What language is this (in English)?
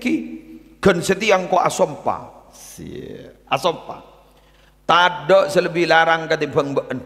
Madurese